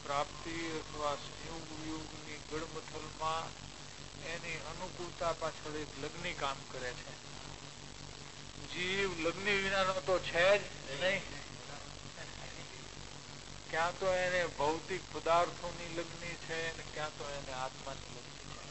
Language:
Gujarati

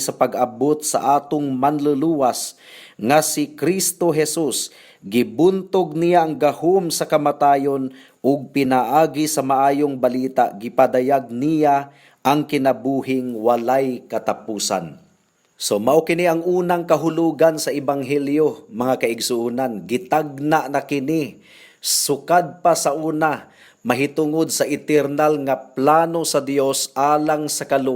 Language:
Cebuano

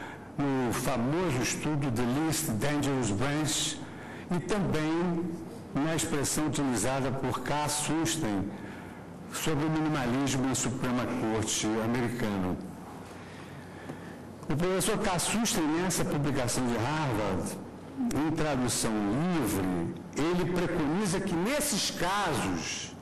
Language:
Portuguese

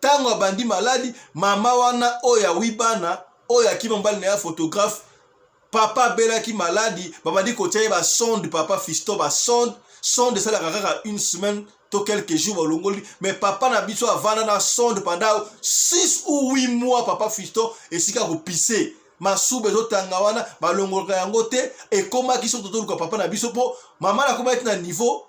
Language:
Lingala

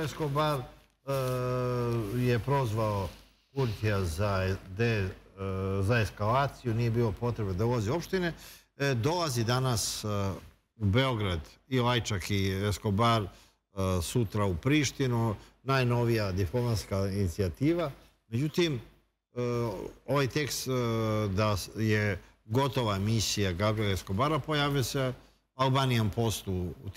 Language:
Serbian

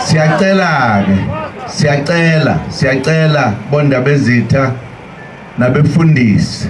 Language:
Zulu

